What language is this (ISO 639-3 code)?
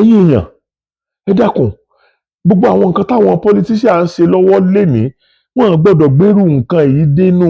yor